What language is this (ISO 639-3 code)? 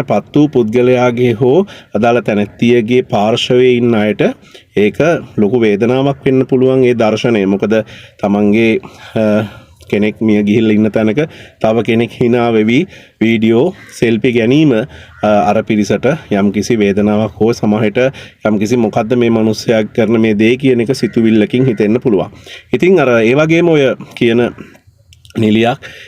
sin